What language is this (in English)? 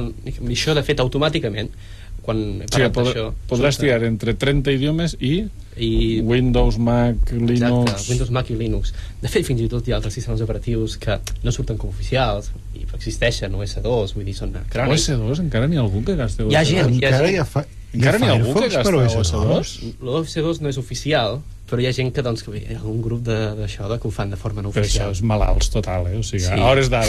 Catalan